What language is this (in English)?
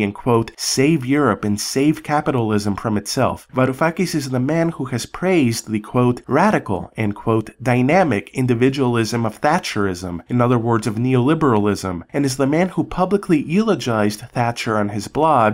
English